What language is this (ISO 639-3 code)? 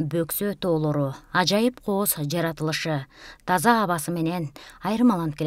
kir